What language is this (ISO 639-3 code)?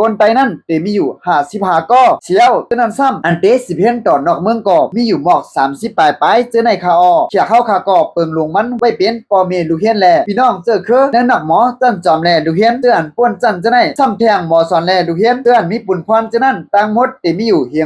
shn